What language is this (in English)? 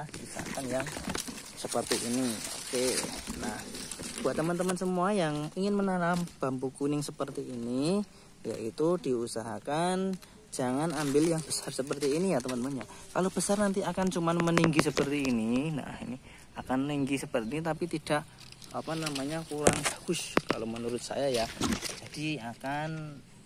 Indonesian